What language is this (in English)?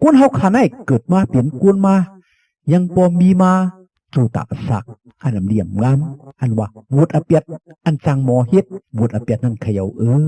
Shan